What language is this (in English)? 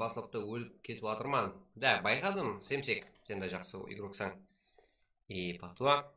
Kara-Kalpak